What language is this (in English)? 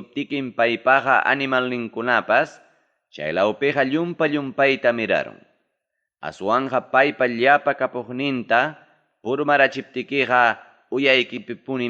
Ayacucho Quechua